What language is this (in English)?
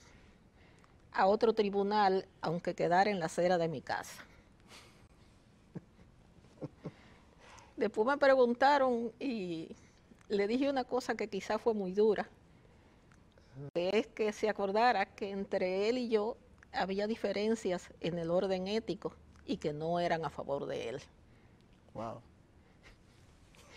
Spanish